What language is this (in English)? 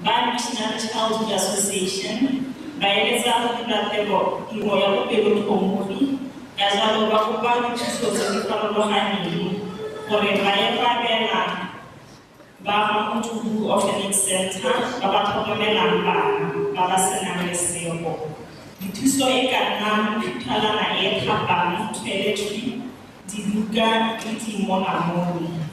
Tswana